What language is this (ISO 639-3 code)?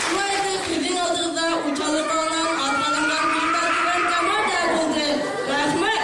bak